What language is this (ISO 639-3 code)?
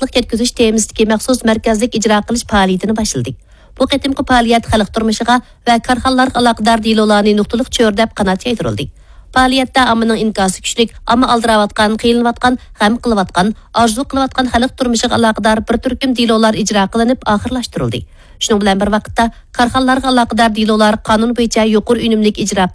uig